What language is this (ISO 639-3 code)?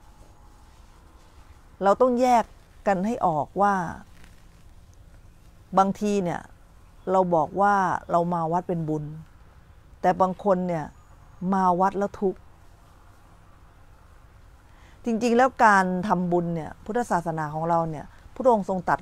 tha